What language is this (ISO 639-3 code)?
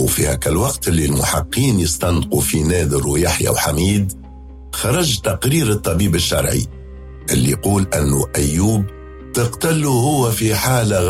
aeb